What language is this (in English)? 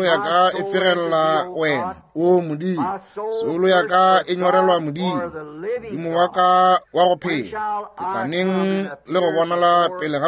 Northern Sotho